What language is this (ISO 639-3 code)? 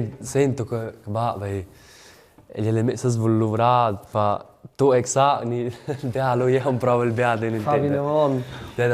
roh